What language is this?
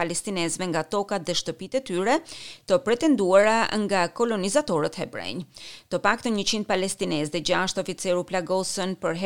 Albanian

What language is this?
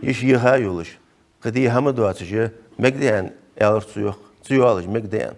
Ingush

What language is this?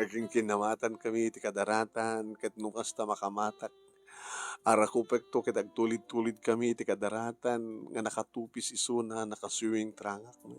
Iloko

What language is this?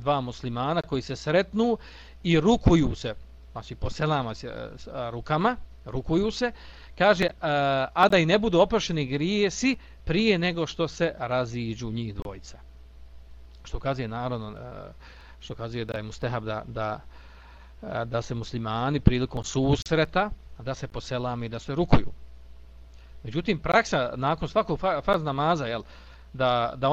Bosnian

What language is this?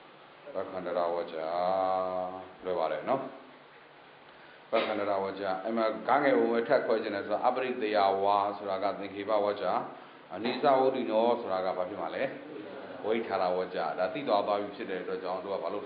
Burmese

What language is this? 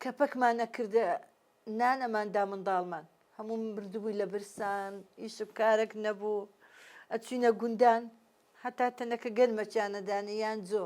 Central Kurdish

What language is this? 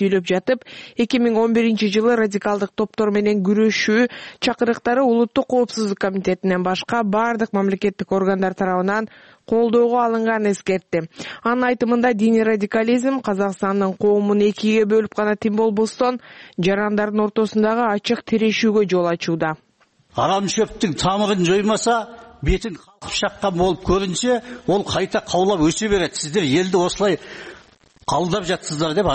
Kyrgyz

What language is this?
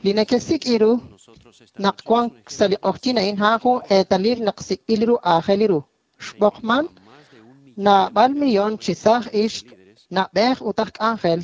Kekchí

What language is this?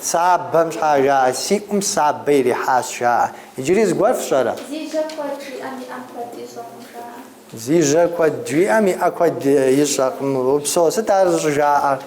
Kabardian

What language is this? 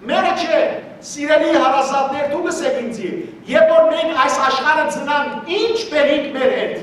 Western Armenian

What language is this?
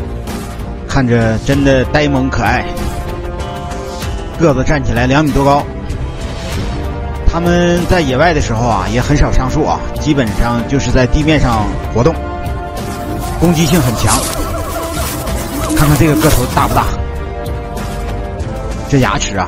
Chinese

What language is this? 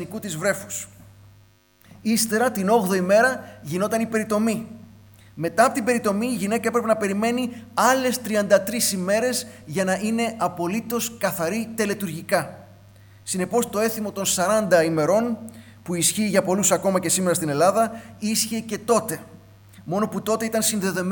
Greek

